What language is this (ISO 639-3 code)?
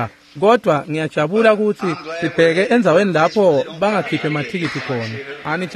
ssw